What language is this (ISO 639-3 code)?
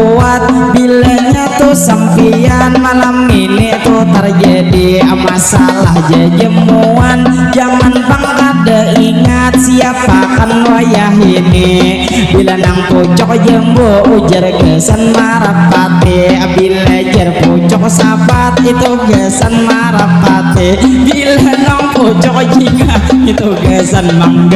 bjn